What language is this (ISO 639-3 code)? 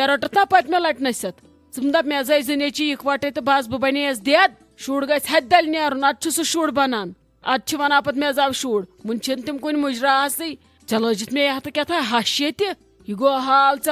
kas